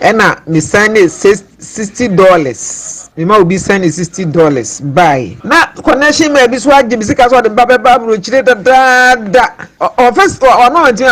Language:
Akan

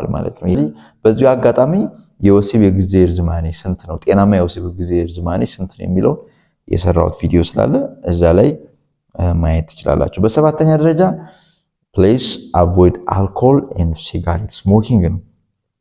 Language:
Amharic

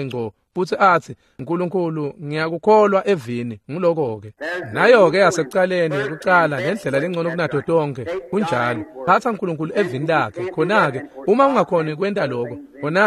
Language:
Swati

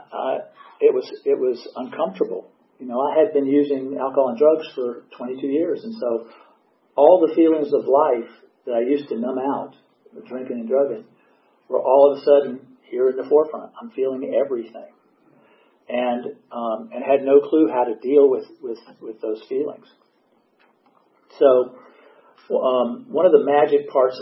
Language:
English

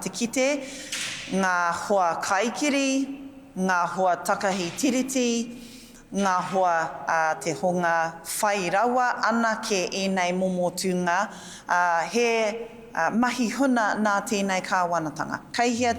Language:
Māori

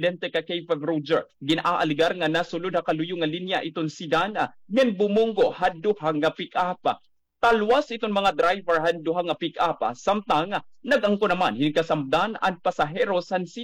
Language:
Waray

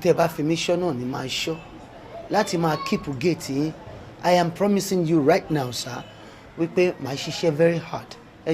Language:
Yoruba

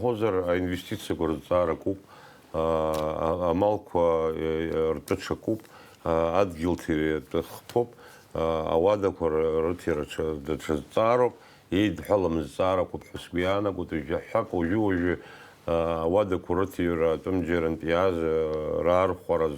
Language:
Abkhazian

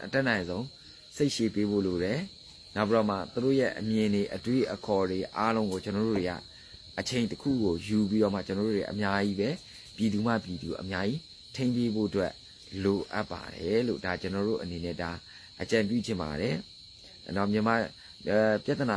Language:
Burmese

